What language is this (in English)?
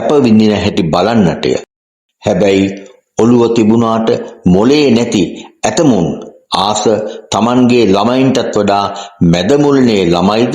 Sinhala